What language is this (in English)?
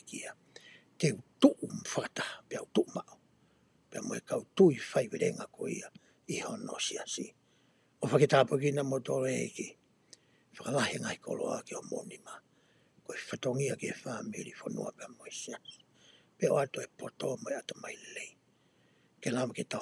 Tongan